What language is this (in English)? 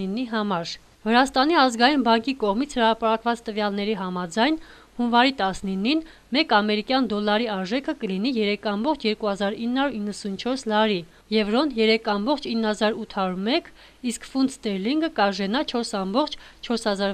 Armenian